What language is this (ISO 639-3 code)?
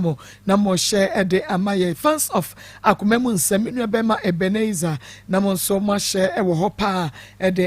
aka